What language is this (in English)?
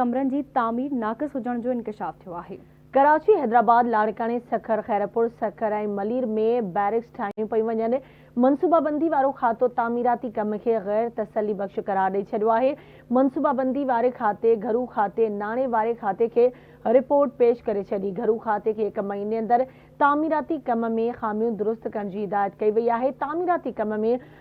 Sindhi